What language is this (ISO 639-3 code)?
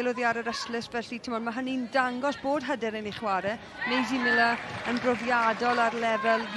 cym